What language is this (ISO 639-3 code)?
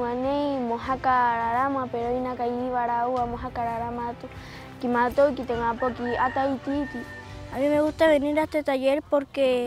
rap